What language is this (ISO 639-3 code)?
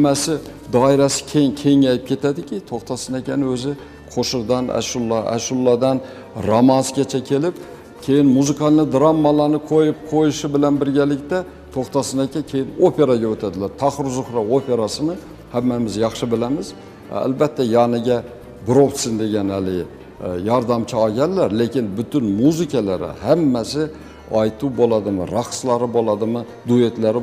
uzb